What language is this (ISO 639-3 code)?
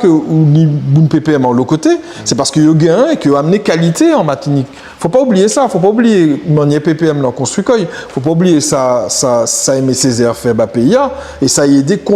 gcf